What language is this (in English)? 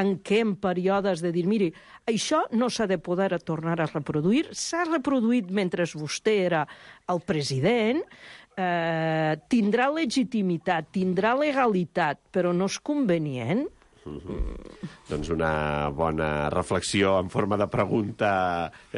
Catalan